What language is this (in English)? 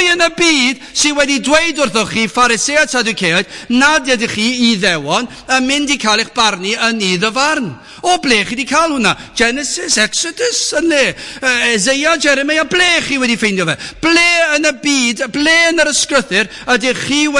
Welsh